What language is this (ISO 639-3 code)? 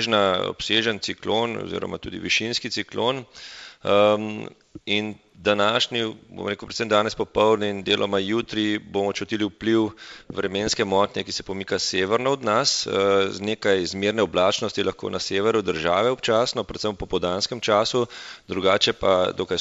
slv